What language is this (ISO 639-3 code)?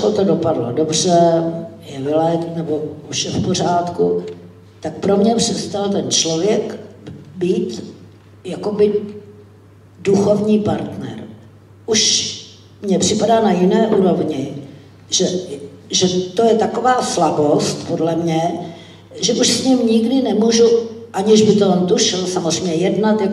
ces